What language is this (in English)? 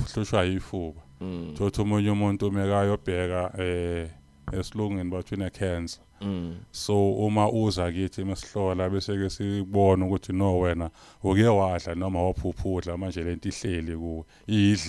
Zulu